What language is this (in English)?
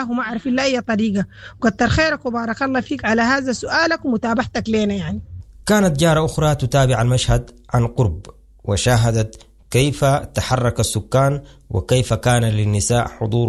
Sudanese Arabic